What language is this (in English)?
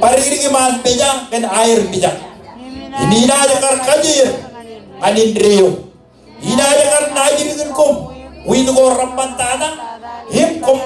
Marshallese